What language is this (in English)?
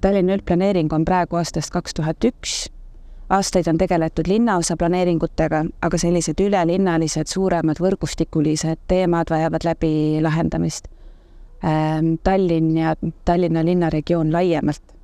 Estonian